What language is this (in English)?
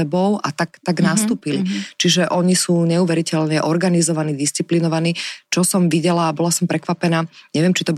Slovak